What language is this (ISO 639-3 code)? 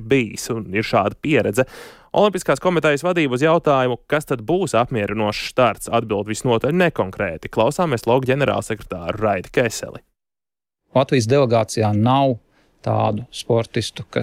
lav